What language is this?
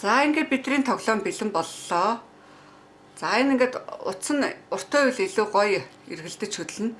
Mongolian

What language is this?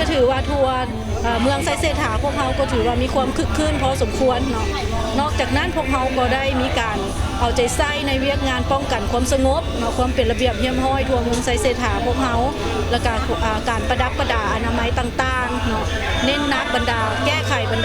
Lao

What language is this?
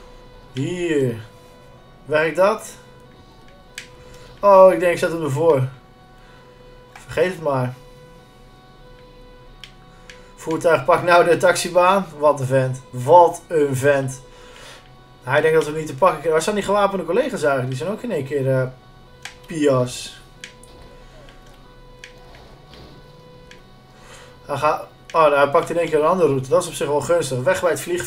Dutch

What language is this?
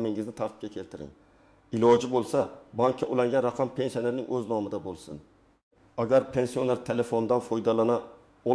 Uzbek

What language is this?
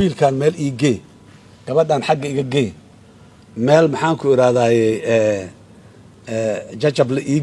Somali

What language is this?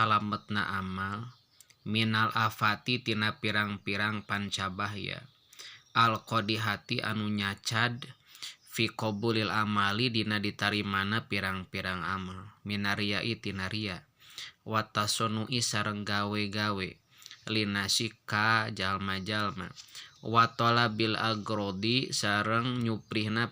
Sundanese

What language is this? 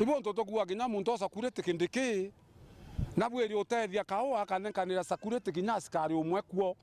Meru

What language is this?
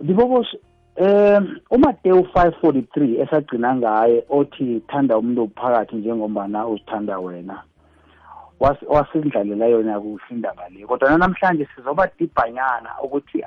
South Ndebele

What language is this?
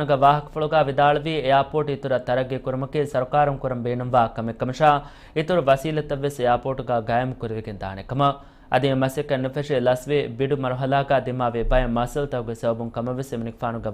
Divehi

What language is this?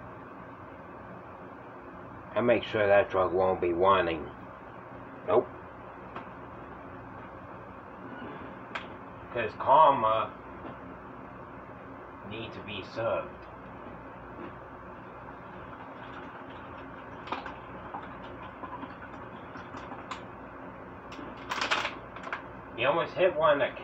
English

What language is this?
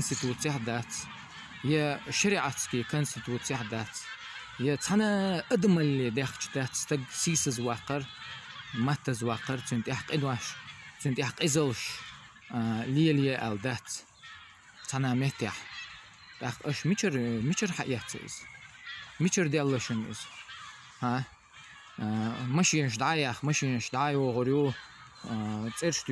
Chechen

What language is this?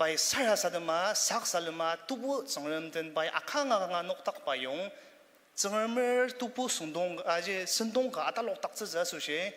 Ao Naga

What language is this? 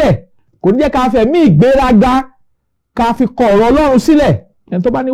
Yoruba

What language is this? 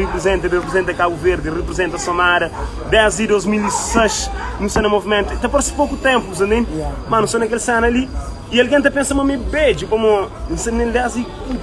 Kabuverdianu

